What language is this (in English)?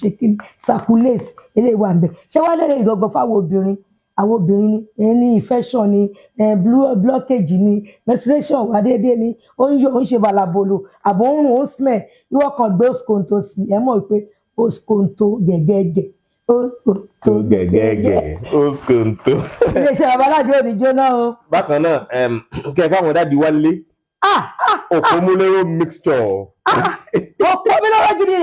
Yoruba